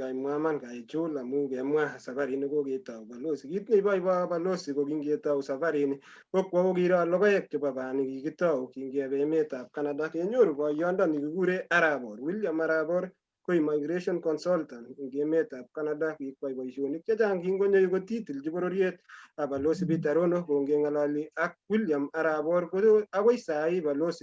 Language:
Kalenjin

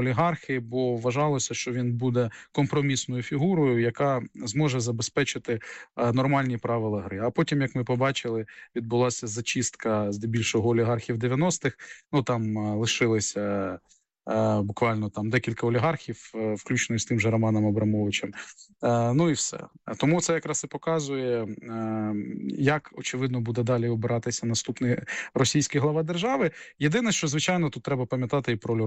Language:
Ukrainian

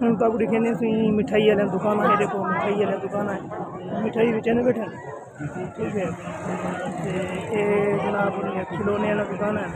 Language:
Saraiki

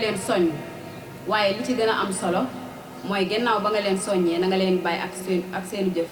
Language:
Wolof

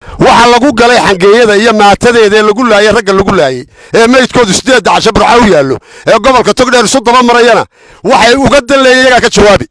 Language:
Somali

